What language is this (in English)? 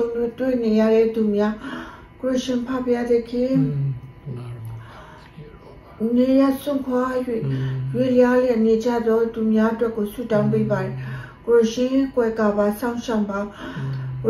Burmese